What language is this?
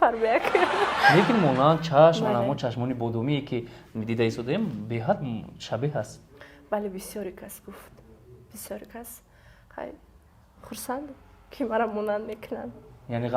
Tajik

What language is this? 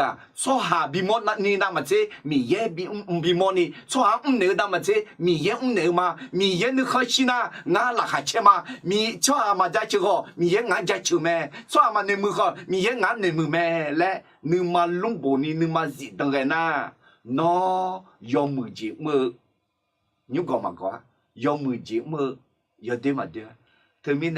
Akha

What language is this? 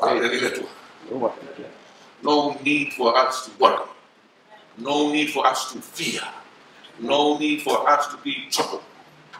Samoan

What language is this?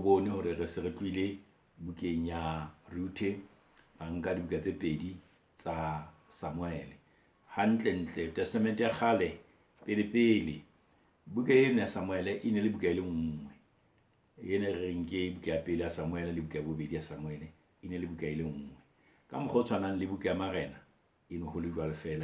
Southern Sotho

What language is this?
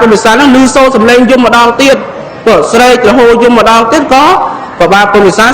Khmer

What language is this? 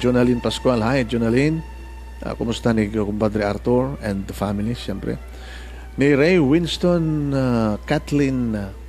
Iloko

